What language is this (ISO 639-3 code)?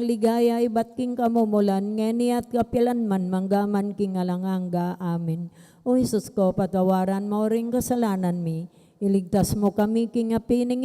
pam